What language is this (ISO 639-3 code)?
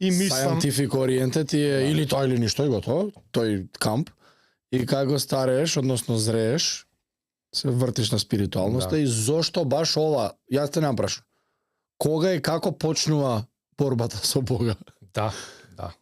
mkd